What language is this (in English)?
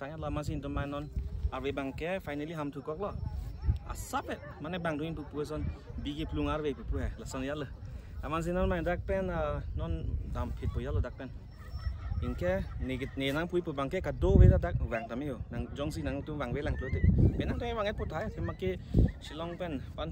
Karbi